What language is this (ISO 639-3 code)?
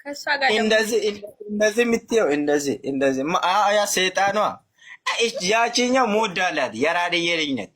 amh